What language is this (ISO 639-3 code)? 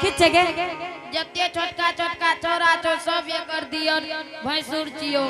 anp